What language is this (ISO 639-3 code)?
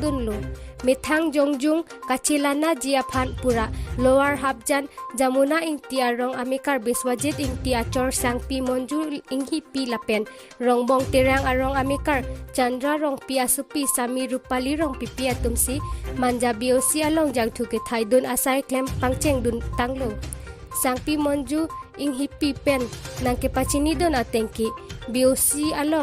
mjw